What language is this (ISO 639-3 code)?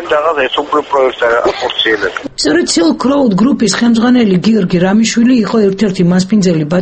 kat